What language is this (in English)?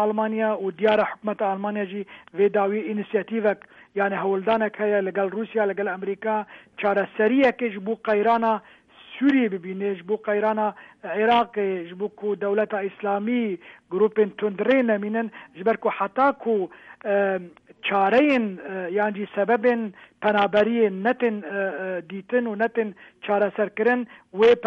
Central Kurdish